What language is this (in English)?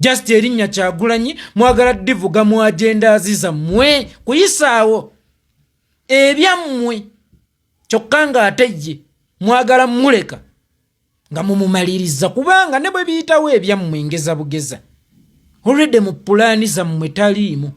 Ganda